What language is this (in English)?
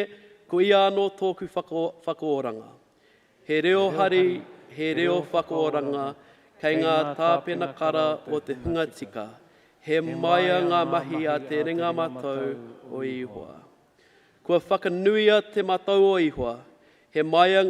Māori